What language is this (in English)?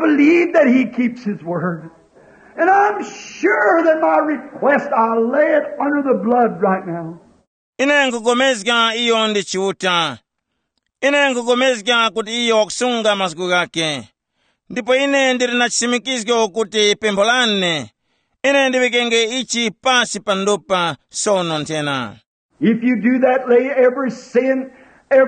Tumbuka